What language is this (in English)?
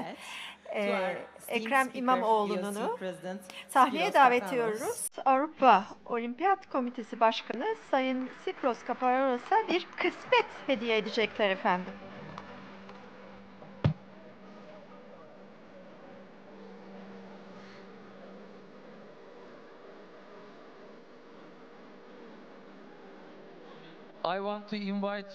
Turkish